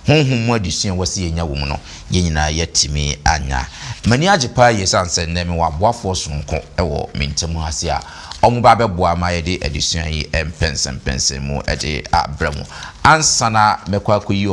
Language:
Akan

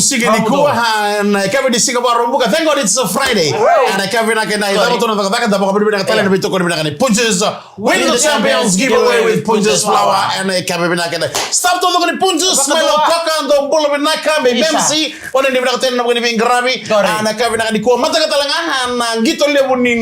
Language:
Fijian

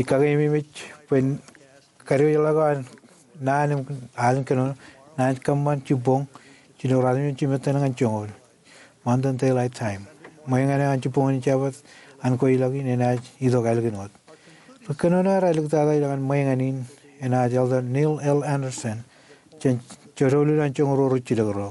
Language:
Marshallese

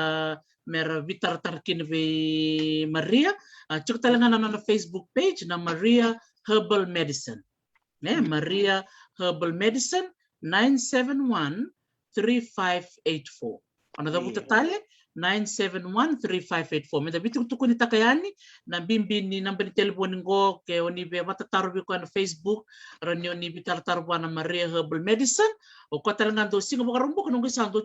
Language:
Fijian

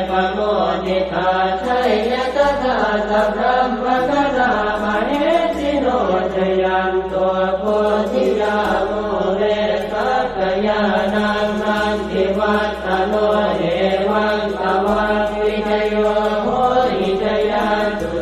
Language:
Pali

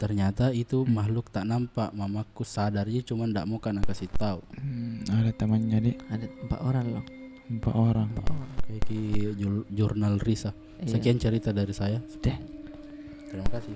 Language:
Makassar Malay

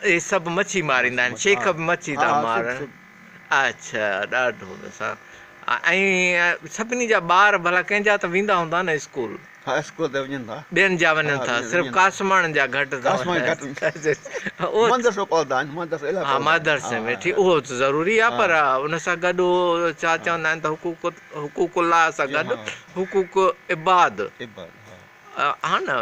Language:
Sindhi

